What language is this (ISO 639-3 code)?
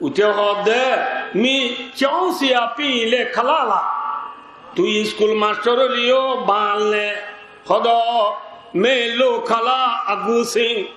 rhg